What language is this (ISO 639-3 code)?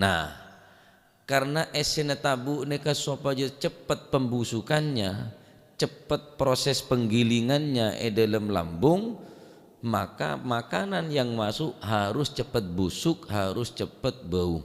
mad